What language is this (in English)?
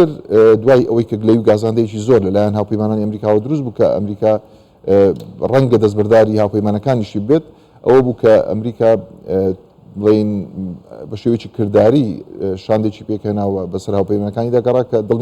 Central Kurdish